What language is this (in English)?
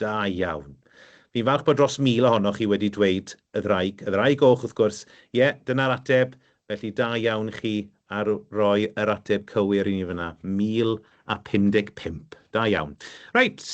Welsh